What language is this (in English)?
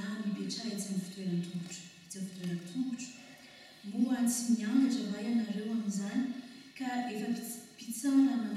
Malagasy